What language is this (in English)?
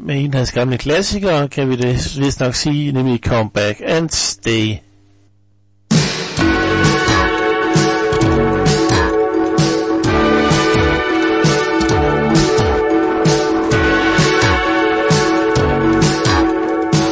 Danish